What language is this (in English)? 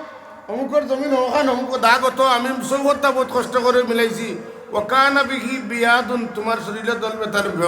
Sylheti